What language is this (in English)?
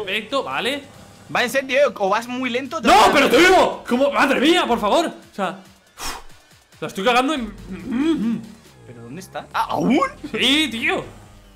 Spanish